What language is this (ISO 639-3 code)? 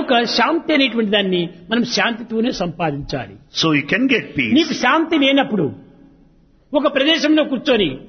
tel